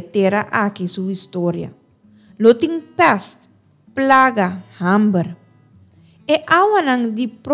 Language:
Papiamento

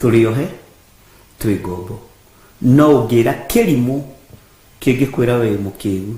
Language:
Kikuyu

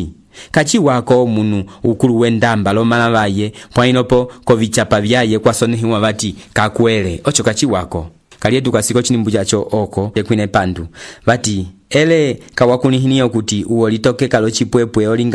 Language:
Umbundu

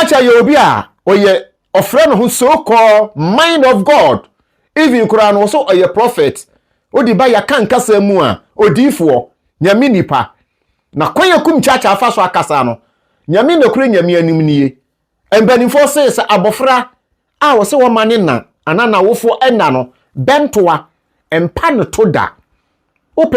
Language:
Akan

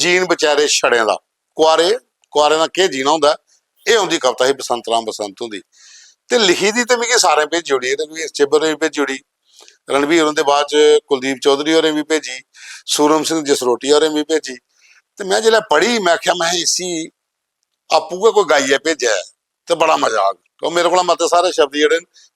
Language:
Dogri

